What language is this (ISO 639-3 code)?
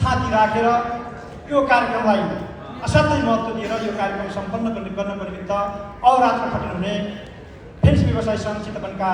nep